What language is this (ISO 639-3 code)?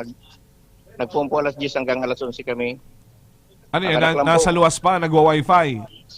bik